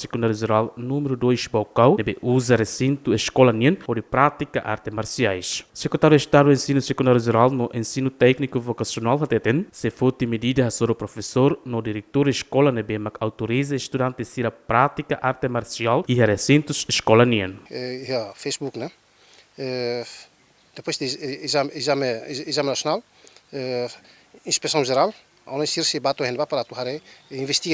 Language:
Tetum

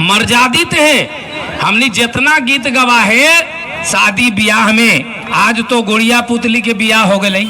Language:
Magahi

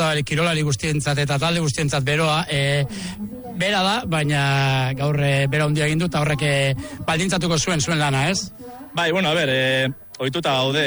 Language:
Basque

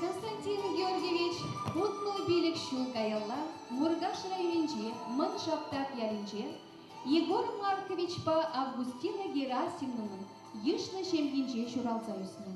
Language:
Chuvash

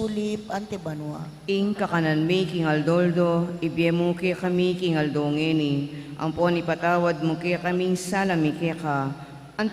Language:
Pampanga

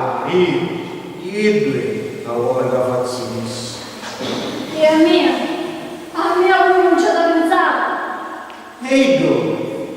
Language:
Sicilian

